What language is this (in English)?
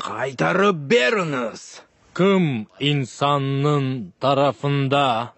Crimean Tatar